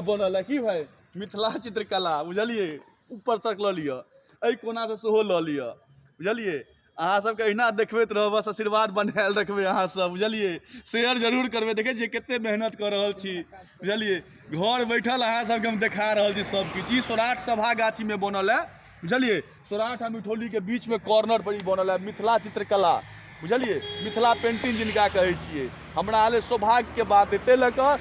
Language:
Maithili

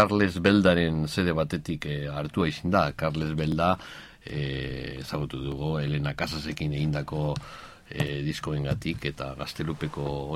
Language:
Basque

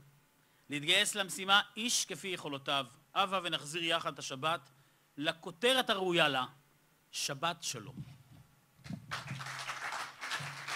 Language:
Hebrew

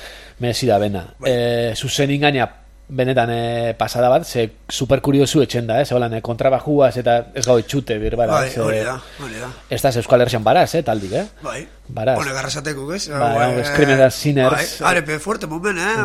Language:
Basque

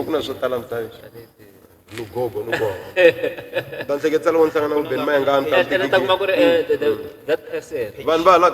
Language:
Tsonga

